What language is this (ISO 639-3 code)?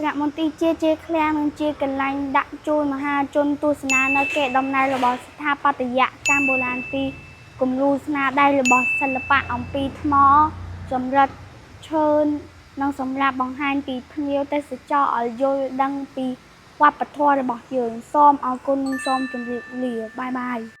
khm